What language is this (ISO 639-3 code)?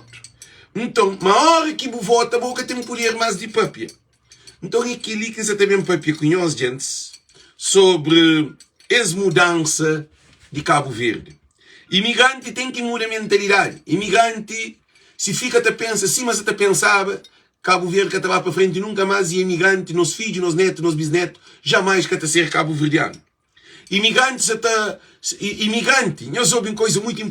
kea